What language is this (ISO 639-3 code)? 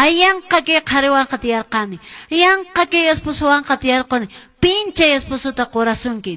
que